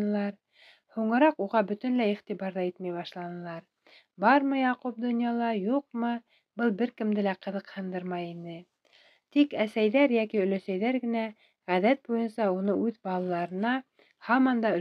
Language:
Bashkir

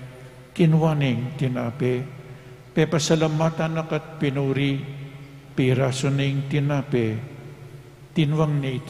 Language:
Pampanga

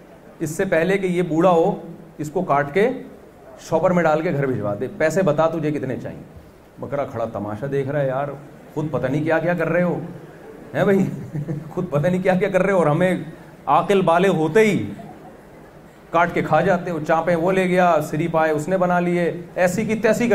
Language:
Urdu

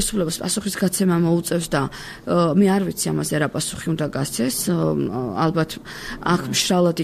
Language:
Georgian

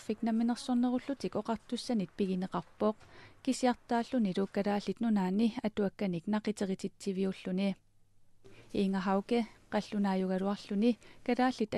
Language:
Kalaallisut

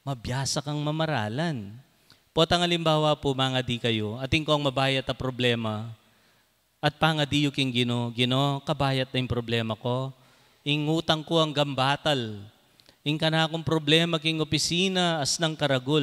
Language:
Pampanga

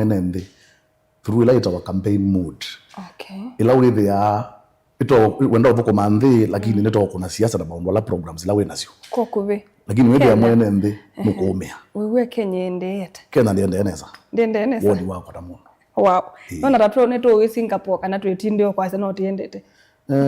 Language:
Kamba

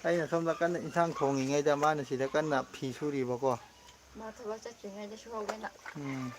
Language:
Manipuri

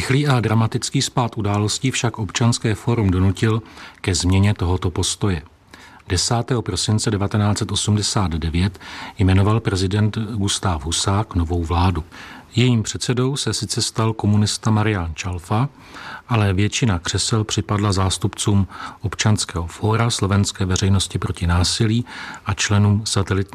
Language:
Czech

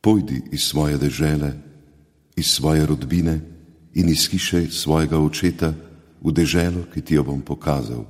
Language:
Slovenian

